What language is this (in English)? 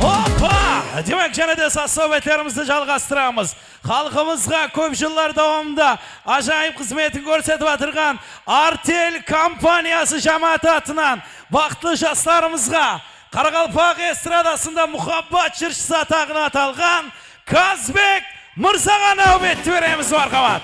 Kara-Kalpak